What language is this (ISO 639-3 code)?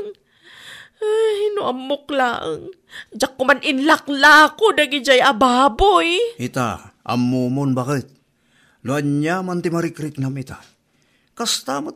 ilo